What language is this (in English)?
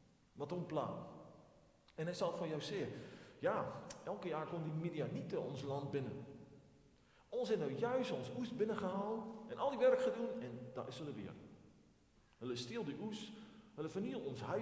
Afrikaans